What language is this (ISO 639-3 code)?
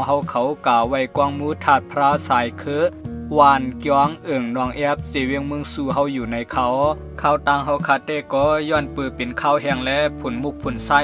shn